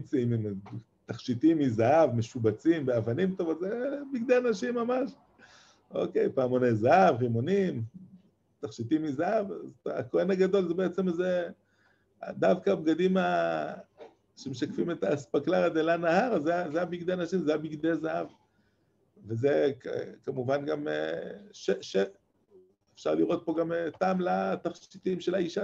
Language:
Hebrew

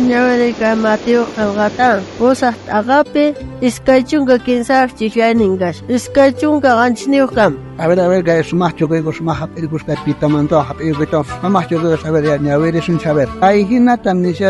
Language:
South Bolivian Quechua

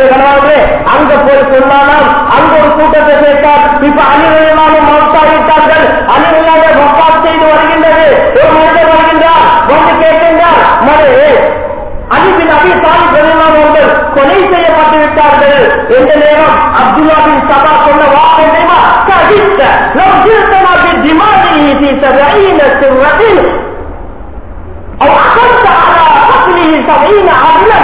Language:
Tamil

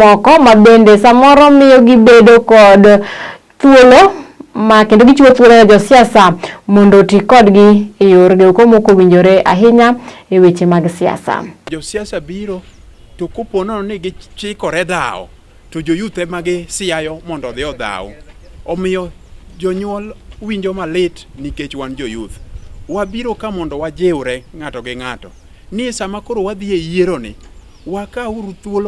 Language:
Luo (Kenya and Tanzania)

